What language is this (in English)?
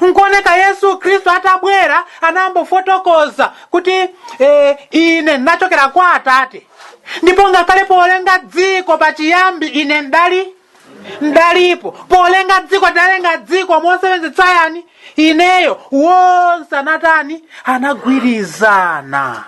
Nyanja